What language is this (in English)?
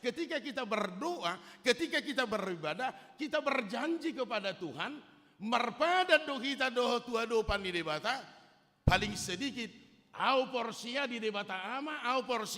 Batak Toba